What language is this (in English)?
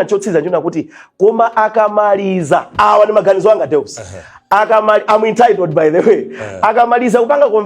Nyanja